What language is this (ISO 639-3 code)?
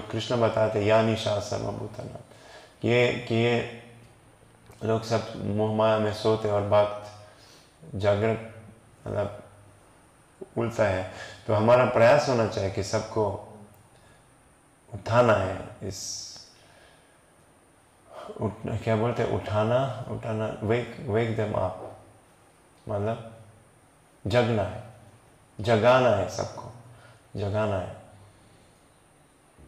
hin